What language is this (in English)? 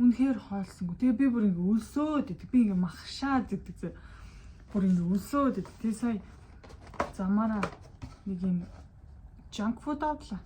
Mongolian